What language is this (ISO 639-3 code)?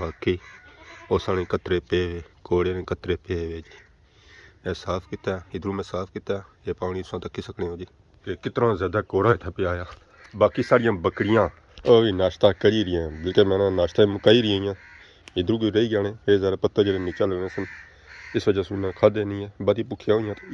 phr